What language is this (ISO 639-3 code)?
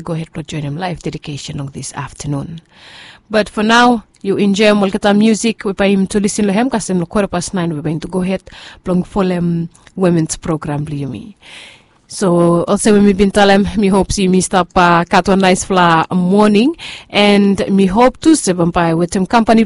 bis